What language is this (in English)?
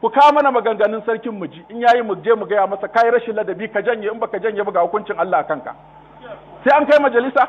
Hausa